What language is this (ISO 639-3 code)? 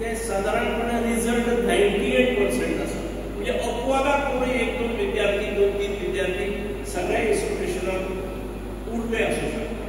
kok